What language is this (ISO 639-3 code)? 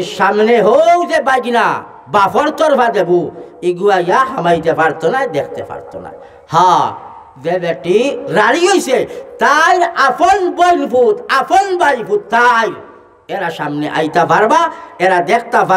syl